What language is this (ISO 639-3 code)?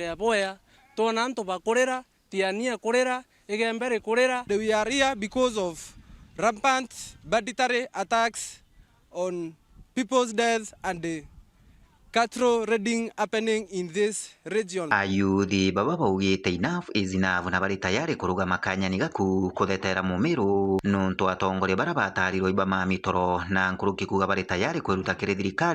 mer